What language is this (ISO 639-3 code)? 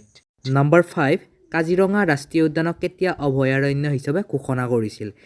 asm